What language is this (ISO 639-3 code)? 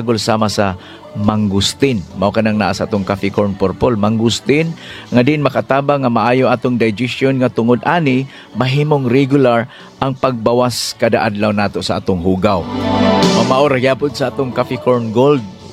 ceb